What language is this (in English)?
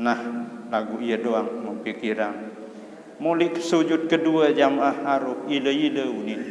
Sasak